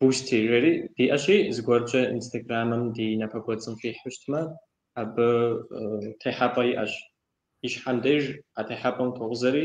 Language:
Kabardian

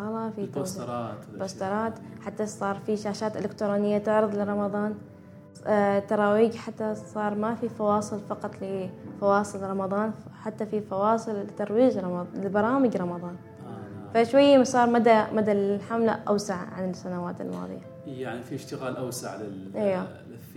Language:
Gulf Arabic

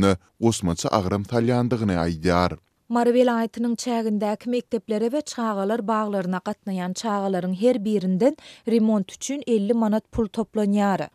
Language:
Turkmen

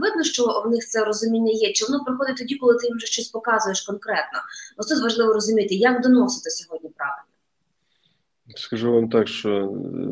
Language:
Ukrainian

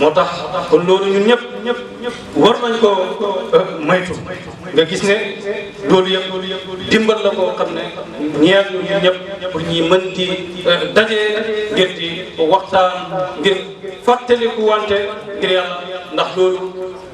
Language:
Wolof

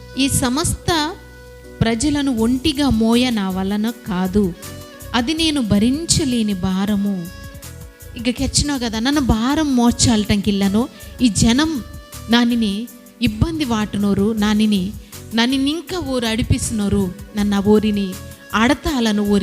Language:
Koya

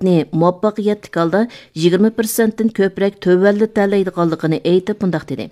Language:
Uyghur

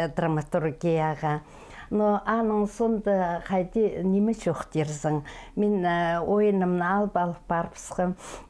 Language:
Khakas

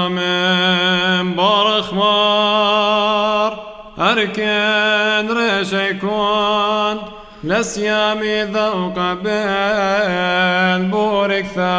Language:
Classical Syriac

